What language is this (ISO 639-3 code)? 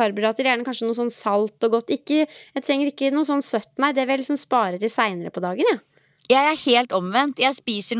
nor